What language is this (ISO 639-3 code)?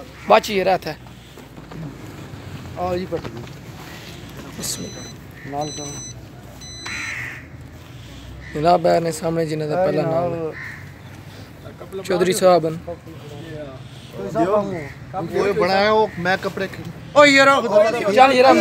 pan